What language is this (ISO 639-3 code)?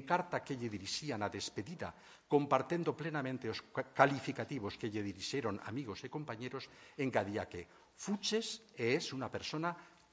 glg